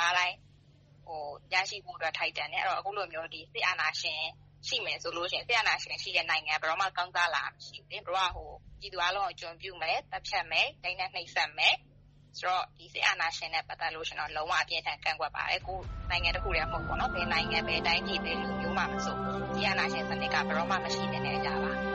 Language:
Burmese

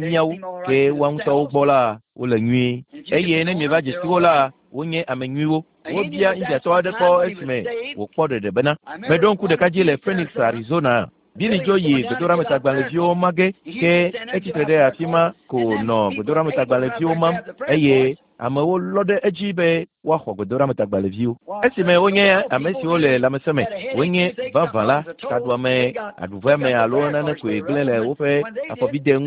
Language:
Ewe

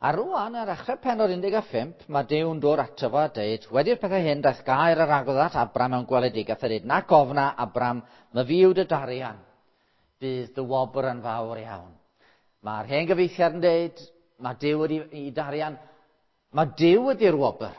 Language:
Welsh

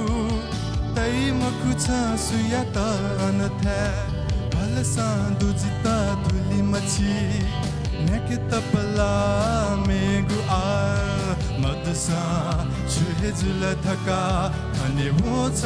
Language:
Newari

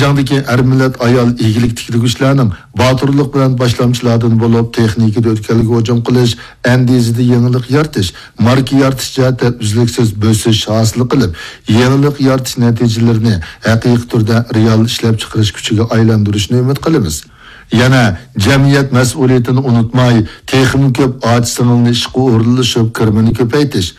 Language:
Uyghur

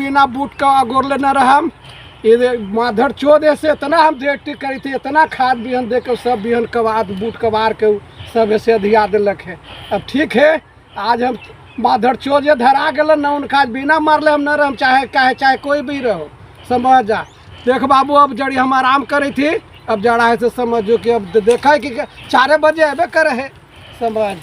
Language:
Magahi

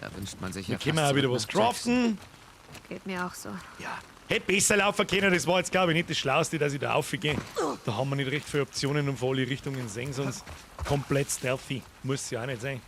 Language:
Bavarian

